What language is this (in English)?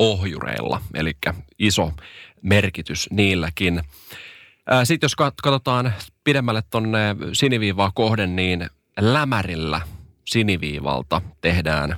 Finnish